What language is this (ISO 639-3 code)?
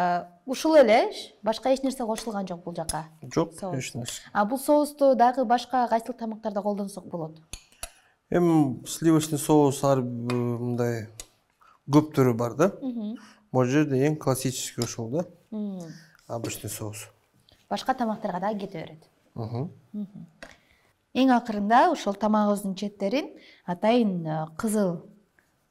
kir